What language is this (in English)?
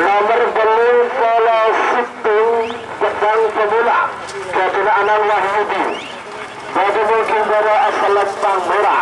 Madurese